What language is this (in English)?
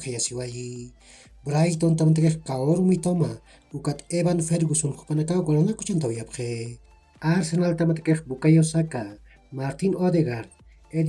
Aymara